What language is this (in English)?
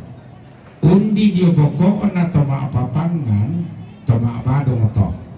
Toraja-Sa'dan